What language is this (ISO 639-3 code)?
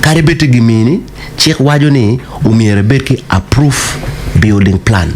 ach